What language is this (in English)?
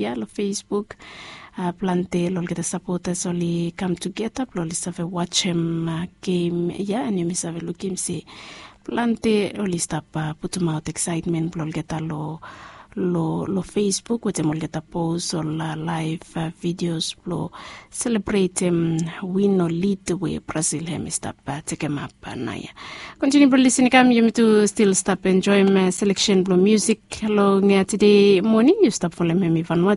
Bislama